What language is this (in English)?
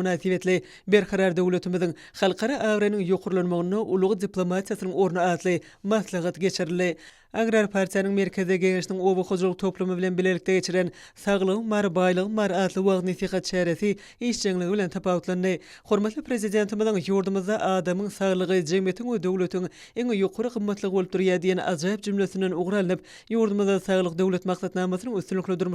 Turkmen